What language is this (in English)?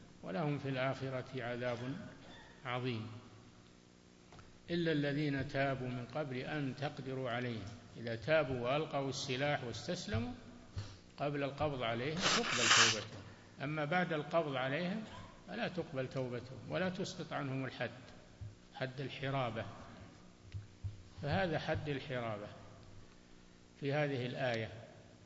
Arabic